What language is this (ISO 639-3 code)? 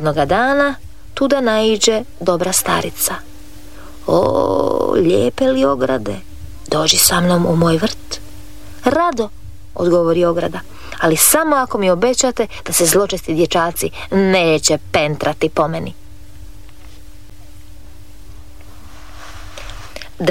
hrv